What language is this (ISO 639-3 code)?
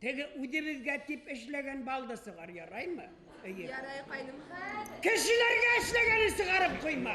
bak